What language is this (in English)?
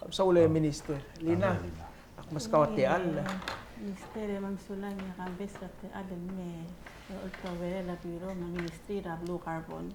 Palauan